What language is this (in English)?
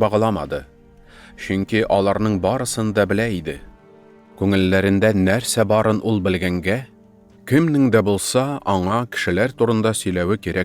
Tatar